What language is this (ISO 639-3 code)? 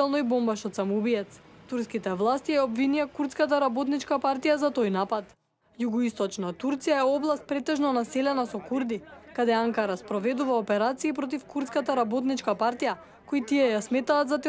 mkd